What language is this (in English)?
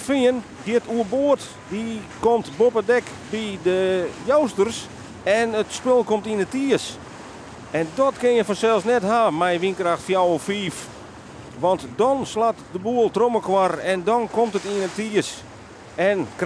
Western Frisian